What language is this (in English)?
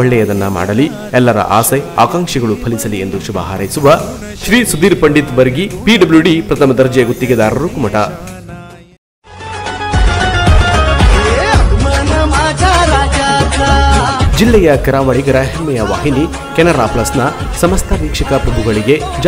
Kannada